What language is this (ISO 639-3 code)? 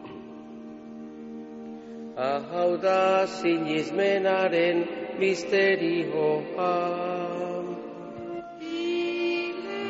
eus